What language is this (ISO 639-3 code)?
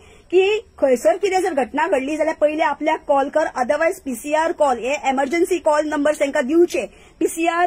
kok